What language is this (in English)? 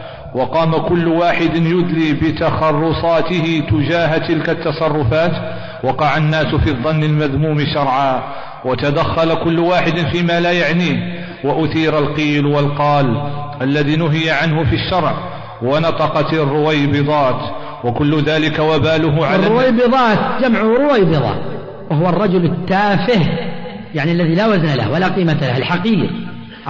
Arabic